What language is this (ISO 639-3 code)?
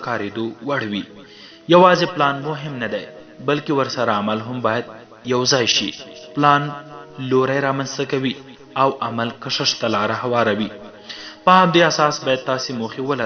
pus